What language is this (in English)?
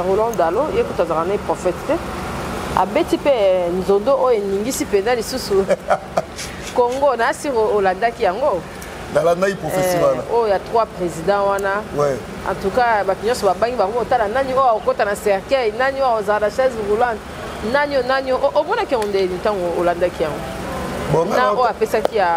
Lingala